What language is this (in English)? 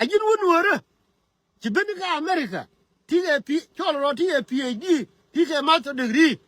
Nuer